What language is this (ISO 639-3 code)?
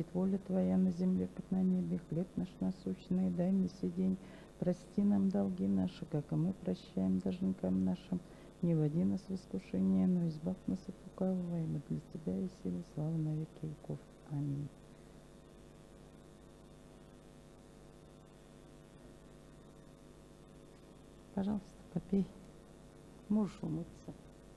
rus